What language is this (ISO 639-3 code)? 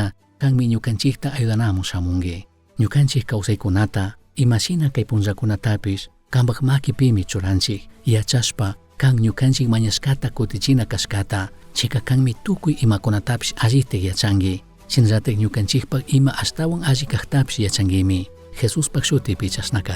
qug